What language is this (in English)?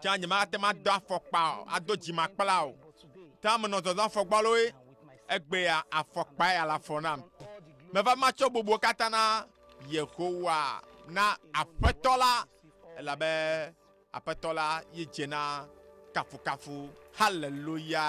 Ewe